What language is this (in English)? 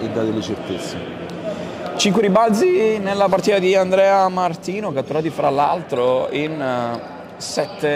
Italian